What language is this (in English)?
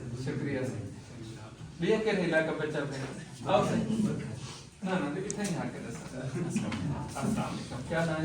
Saraiki